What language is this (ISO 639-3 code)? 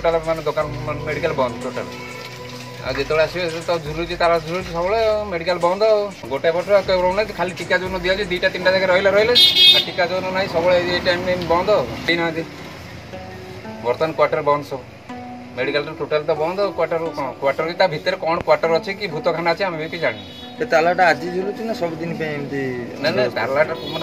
ori